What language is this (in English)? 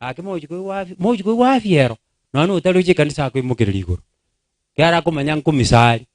Gusii